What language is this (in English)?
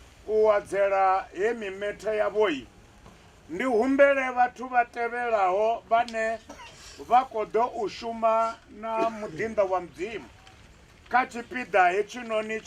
Venda